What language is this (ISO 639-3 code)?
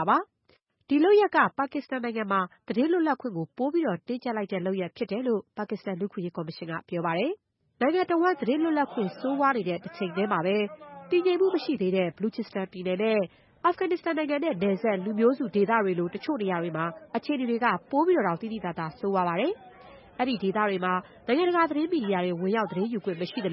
mya